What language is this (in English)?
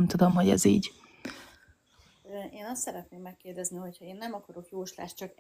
Hungarian